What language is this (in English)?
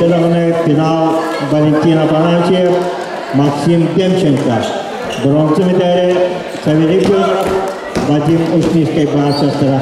Yakut